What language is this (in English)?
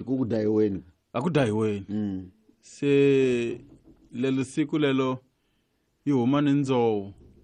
Tsonga